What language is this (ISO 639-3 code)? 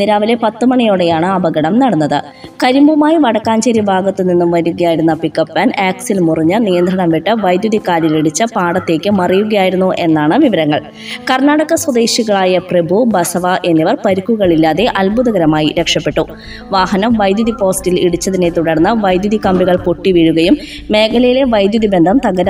mal